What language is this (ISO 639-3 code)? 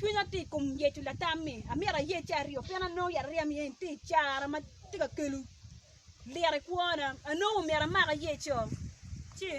ach